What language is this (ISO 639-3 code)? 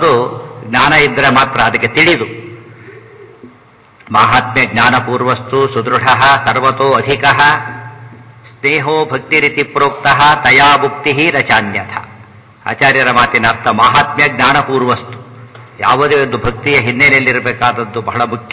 kan